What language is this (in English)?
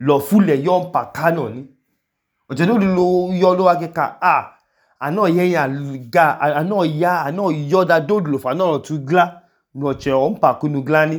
Idoma